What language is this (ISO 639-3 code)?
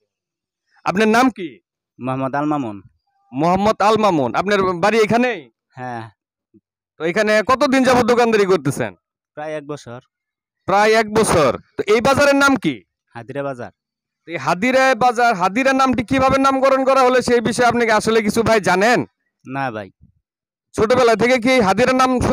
ben